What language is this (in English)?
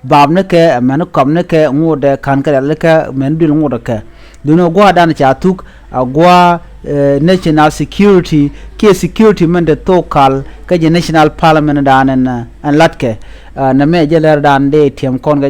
Nuer